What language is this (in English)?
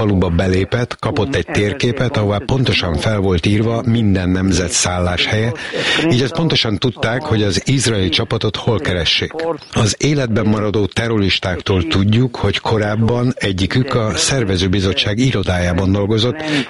Hungarian